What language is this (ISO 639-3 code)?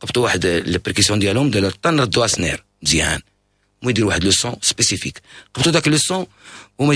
ary